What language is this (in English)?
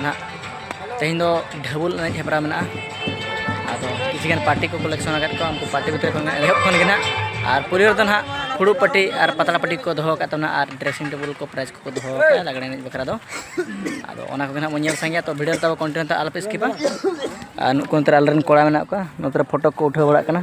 Santali